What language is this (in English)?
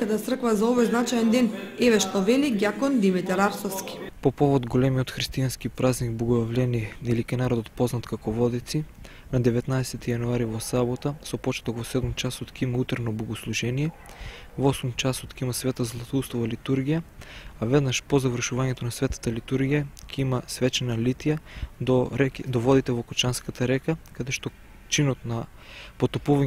Macedonian